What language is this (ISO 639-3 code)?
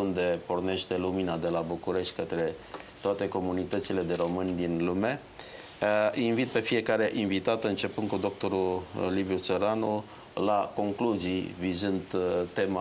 ron